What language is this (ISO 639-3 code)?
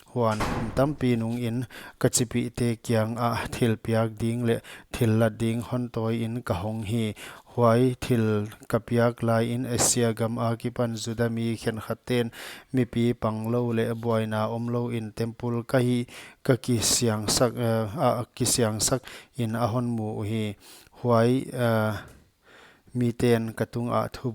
pck